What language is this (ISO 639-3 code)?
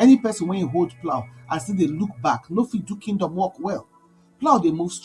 pcm